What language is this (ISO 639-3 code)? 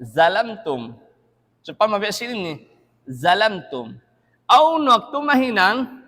tsg